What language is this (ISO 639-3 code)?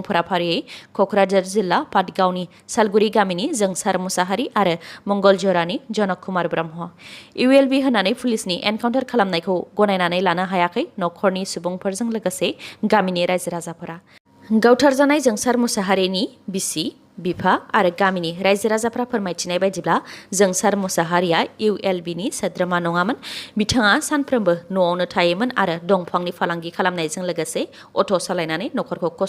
brx